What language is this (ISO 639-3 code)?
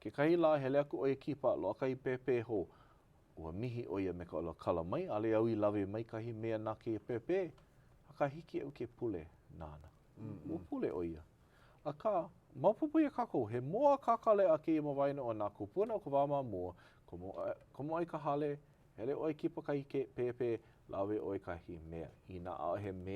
haw